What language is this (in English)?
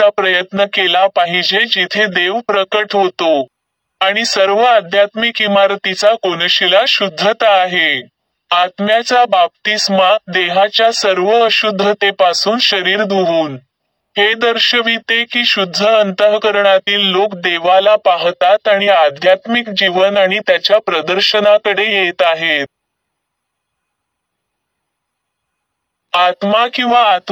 Marathi